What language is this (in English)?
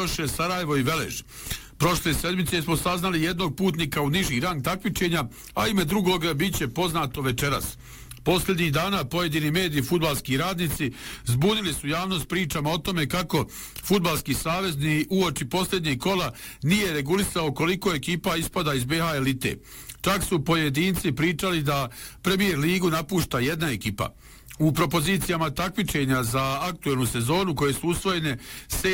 Bosnian